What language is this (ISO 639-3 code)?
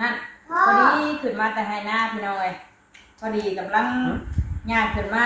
tts